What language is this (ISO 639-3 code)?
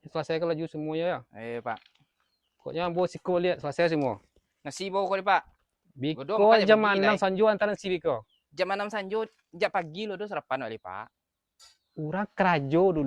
min